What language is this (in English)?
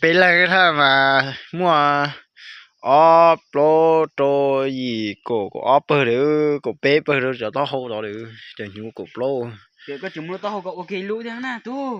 Hmong